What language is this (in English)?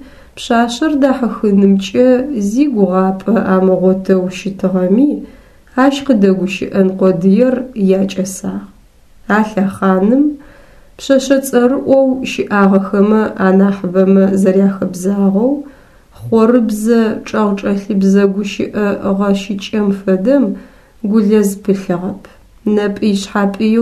Adyghe